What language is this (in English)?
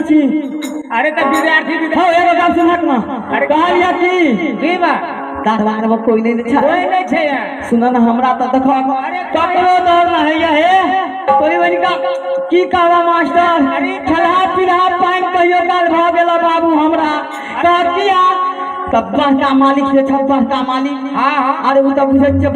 Maithili